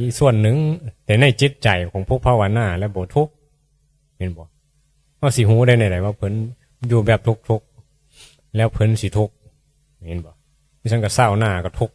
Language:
Northeastern Thai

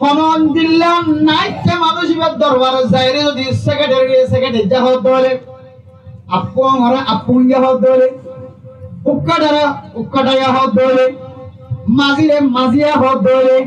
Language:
Rohingya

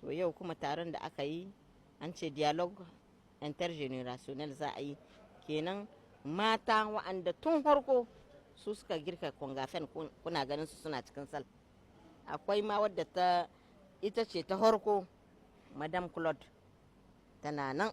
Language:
Hausa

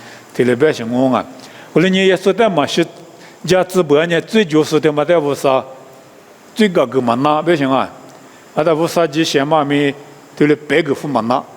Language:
Lisu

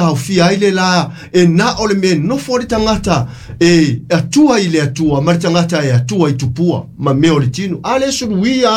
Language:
Samoan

